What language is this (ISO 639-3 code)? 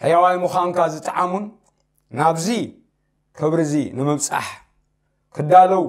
tir